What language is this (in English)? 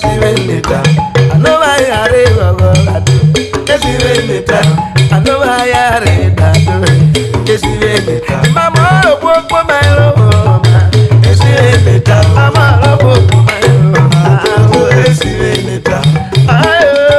Urhobo